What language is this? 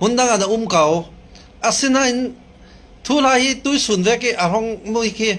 Hakha Chin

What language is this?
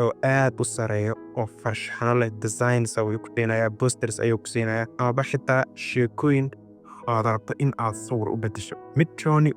Somali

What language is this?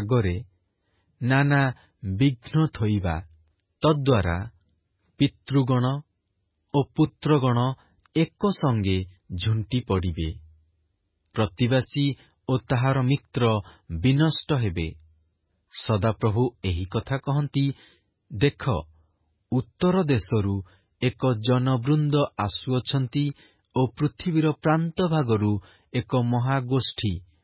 Odia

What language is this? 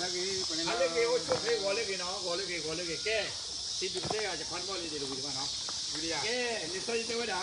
S'gaw Karen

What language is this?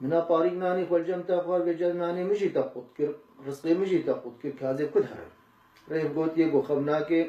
Kurdish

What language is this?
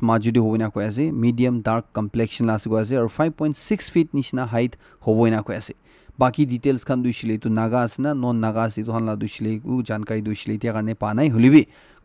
Naga Pidgin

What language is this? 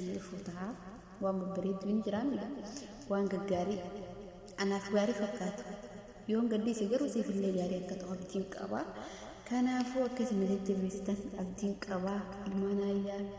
Oromo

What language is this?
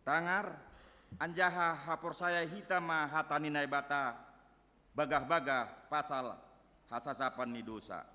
Batak Simalungun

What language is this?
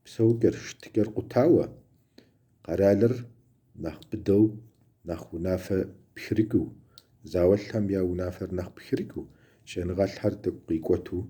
Kabardian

